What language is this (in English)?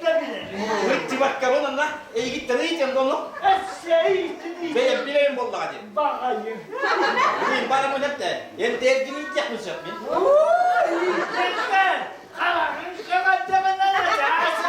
Yakut